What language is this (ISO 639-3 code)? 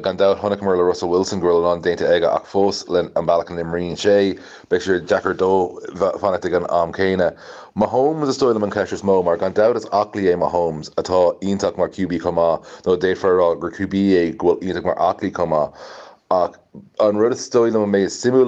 gle